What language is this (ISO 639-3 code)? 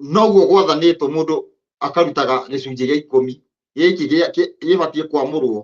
kik